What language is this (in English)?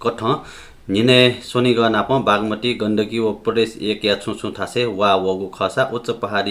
Newari